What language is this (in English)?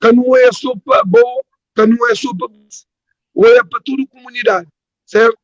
Kabuverdianu